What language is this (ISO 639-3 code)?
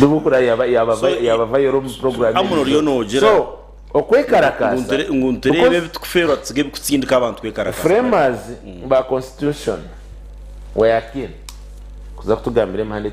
nyn